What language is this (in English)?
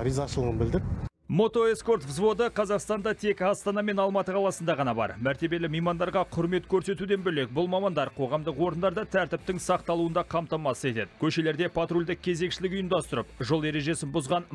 Kazakh